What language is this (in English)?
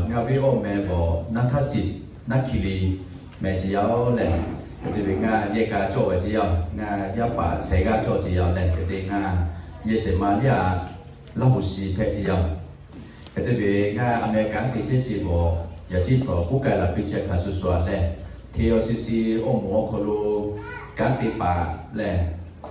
Lahu